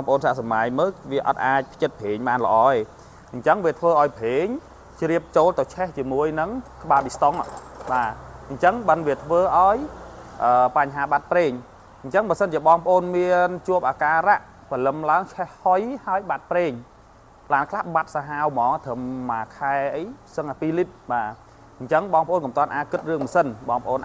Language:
Khmer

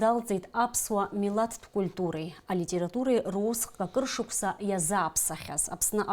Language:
Abkhazian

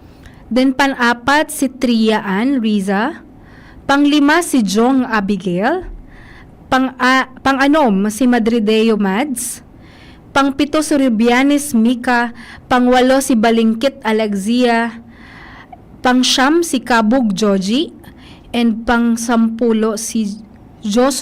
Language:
Bikol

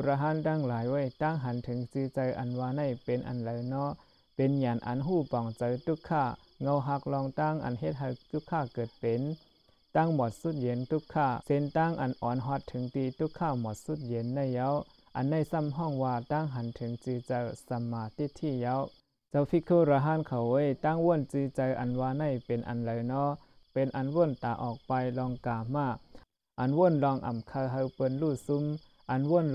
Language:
Shan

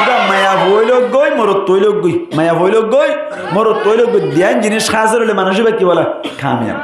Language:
Rohingya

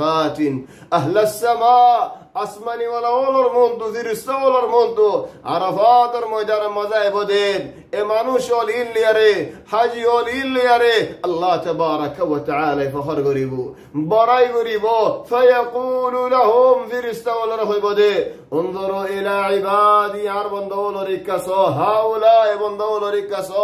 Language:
Rohingya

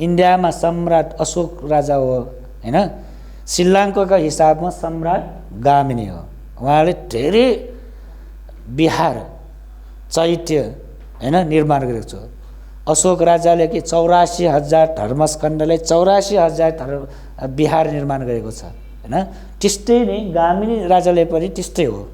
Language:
Nepali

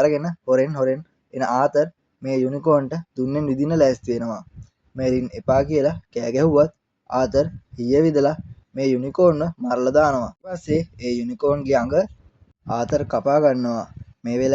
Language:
Sinhala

